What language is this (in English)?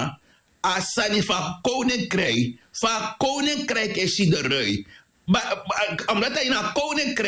Sranan Tongo